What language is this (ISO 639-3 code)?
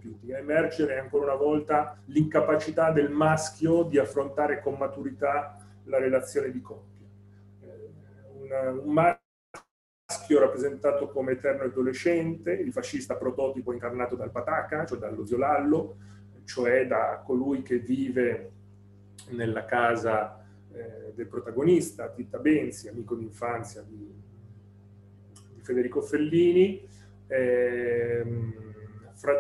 ita